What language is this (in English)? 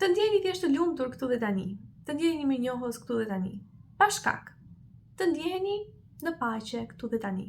Albanian